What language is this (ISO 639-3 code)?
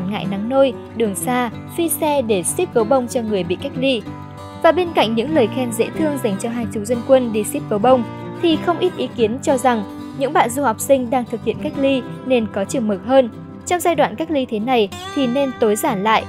vie